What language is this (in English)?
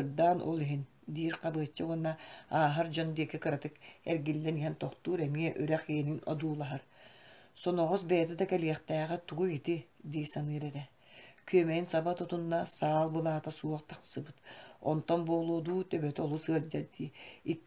Yakut